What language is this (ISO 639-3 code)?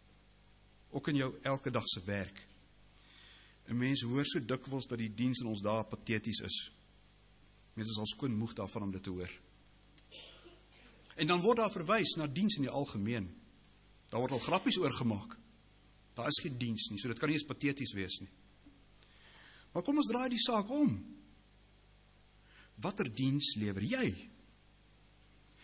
afr